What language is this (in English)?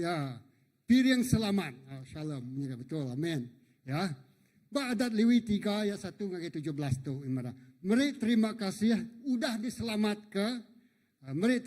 Iban